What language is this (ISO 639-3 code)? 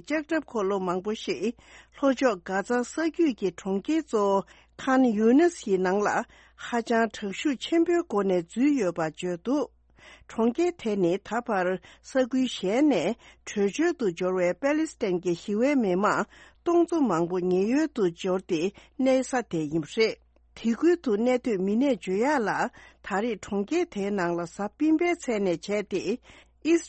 bod